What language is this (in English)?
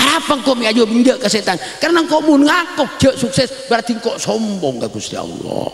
Madurese